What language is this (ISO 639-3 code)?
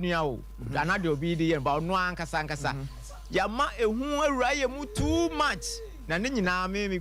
aka